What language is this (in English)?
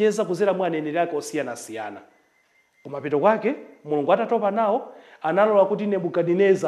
Nyanja